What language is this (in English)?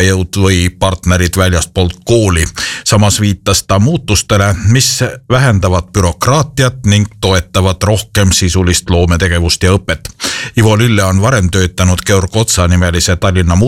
Estonian